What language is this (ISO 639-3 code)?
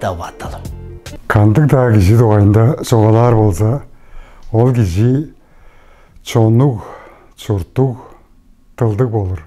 tyv